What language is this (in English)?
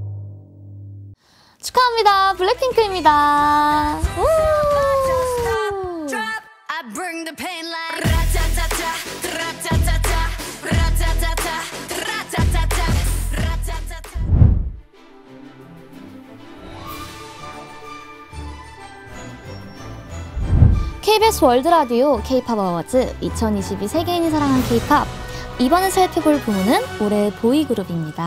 Korean